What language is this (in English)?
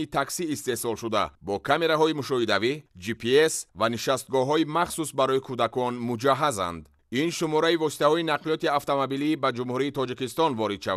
Tajik